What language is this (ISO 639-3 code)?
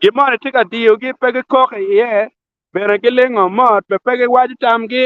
ach